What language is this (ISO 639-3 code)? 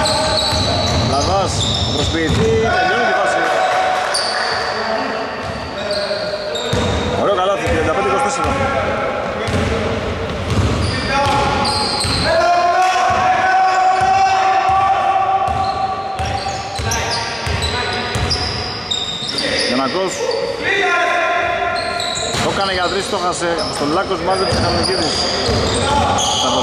ell